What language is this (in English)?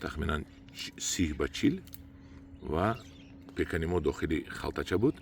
Tajik